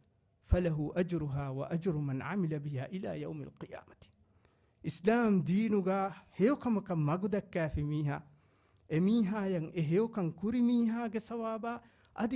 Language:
Divehi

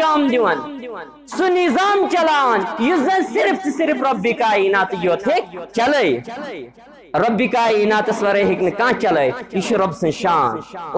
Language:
Kashmiri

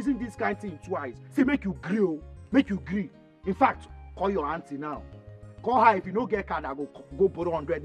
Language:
Nigerian Pidgin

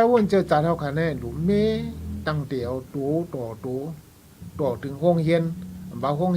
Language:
Shan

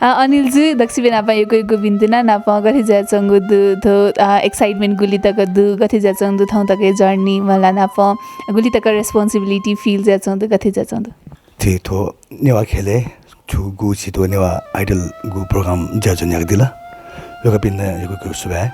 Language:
Newari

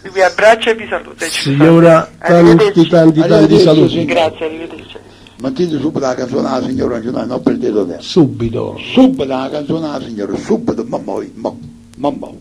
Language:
Neapolitan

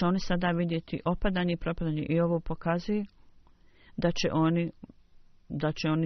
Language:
Bosnian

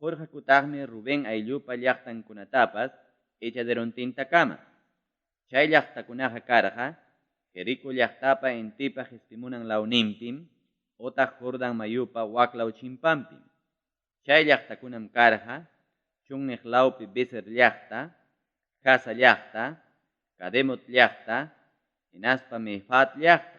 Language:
Ayacucho Quechua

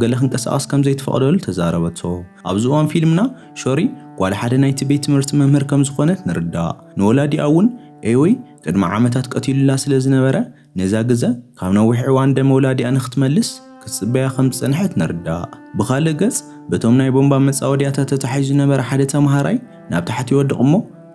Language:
Tigrinya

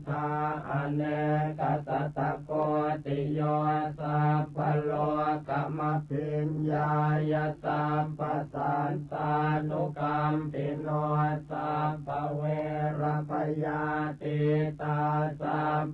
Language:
Pali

